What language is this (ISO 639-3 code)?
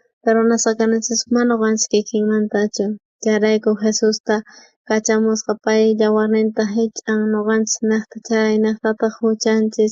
quh